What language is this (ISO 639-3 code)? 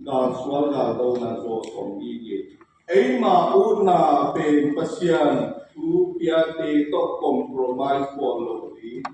ctd